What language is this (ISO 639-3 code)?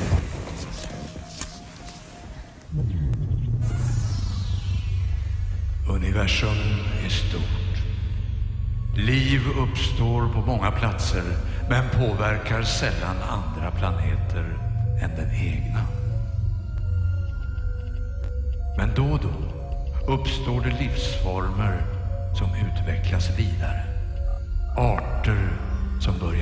swe